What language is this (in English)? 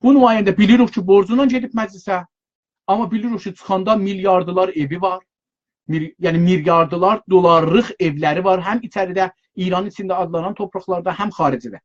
South Azerbaijani